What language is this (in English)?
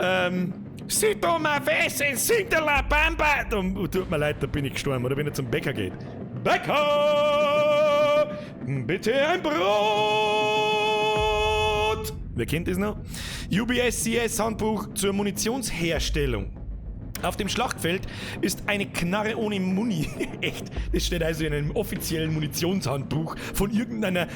Bavarian